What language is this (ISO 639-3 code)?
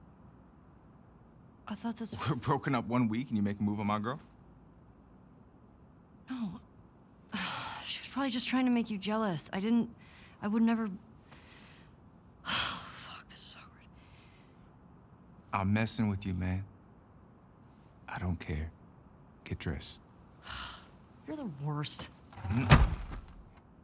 eng